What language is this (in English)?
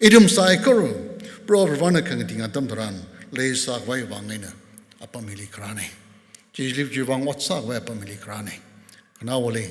Tangkhul Naga (India)